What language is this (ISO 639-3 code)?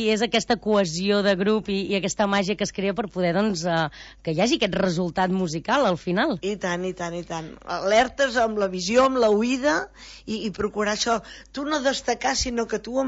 cat